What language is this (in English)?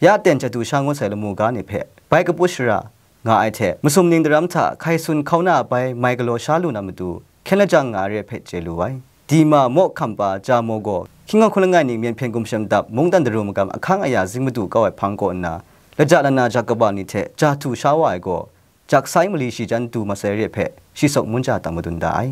Kachin